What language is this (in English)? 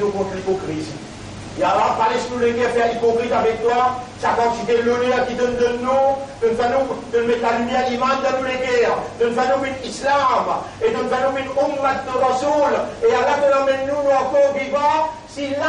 Morisyen